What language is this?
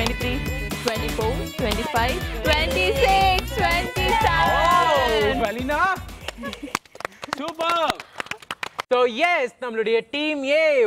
Tamil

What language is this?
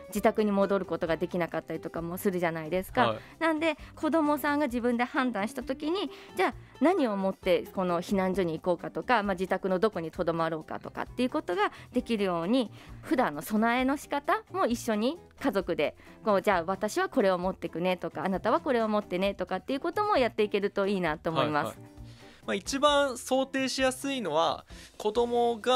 Japanese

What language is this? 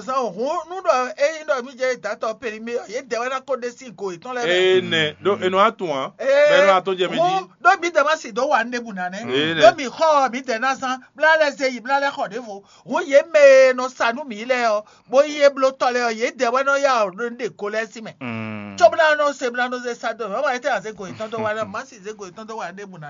Fon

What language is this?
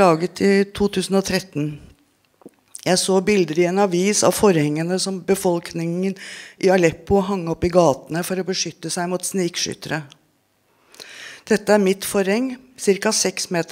Norwegian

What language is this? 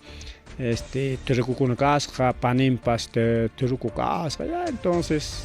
Ayacucho Quechua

